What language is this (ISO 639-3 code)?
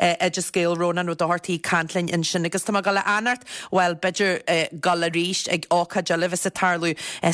gle